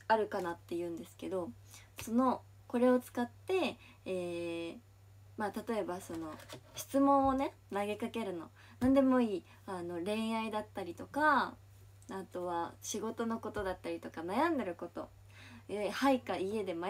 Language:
Japanese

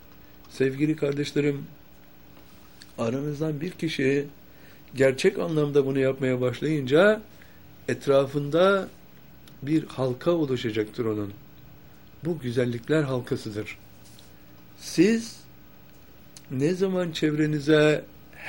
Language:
Turkish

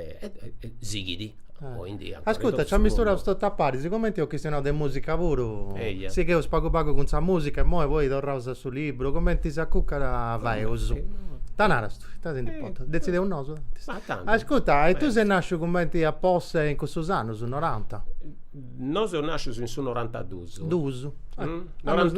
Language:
Sardinian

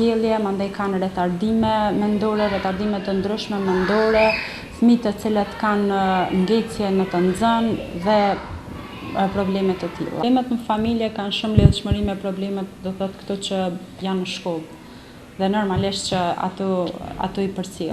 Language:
Albanian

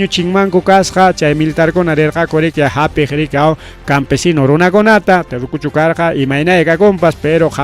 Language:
Ayacucho Quechua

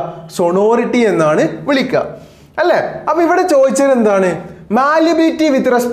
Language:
Malayalam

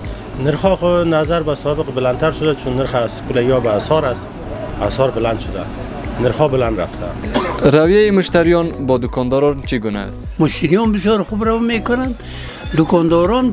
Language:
Persian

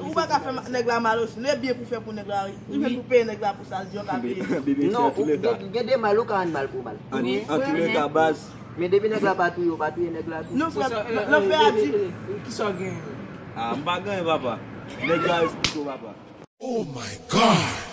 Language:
Haitian Creole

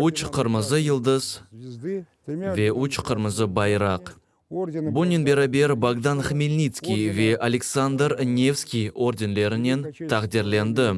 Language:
Crimean Tatar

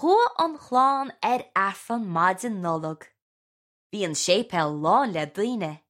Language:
Irish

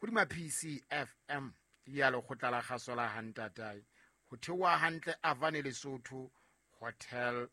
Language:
Southern Sotho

